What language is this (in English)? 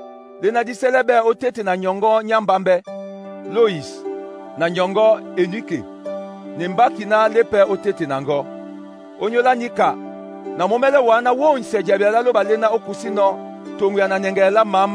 Duala